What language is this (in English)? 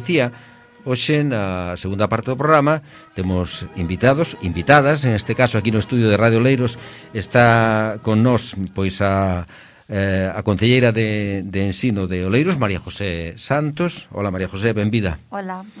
Galician